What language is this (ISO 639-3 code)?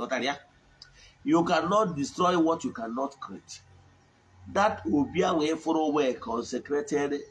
ibo